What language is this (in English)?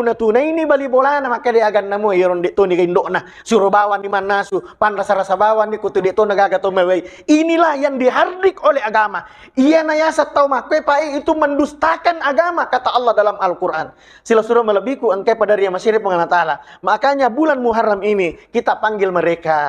Buginese